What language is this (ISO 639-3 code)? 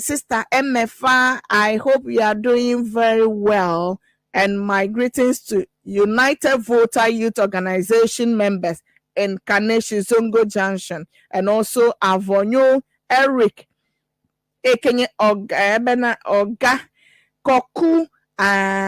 ewe